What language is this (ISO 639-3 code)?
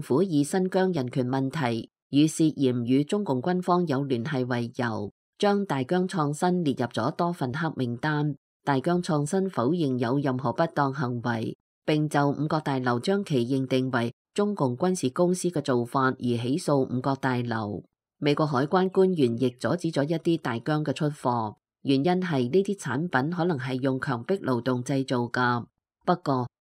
yue